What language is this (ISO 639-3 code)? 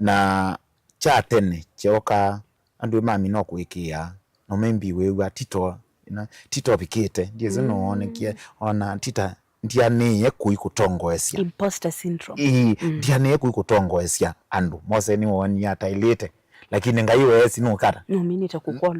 kam